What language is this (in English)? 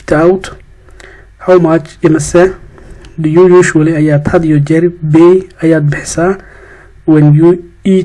Somali